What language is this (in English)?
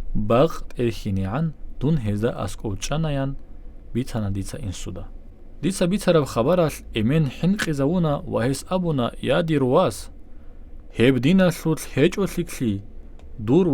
Avaric